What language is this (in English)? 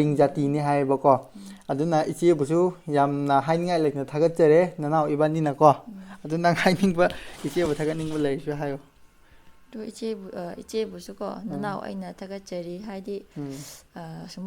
Manipuri